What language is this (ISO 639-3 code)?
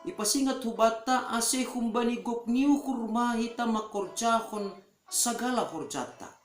bts